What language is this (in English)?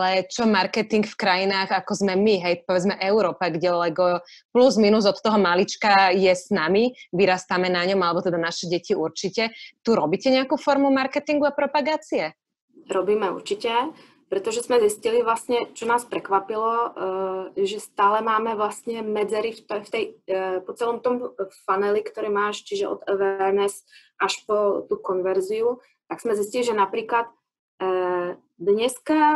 Slovak